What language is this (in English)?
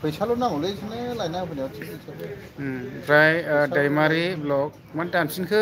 Bodo